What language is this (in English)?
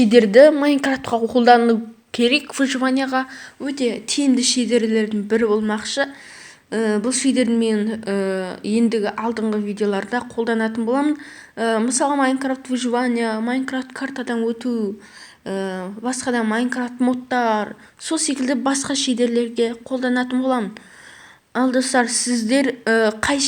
Kazakh